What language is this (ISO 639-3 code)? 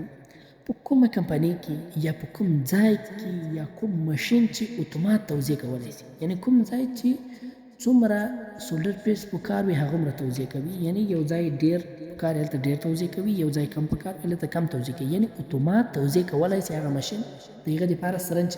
pus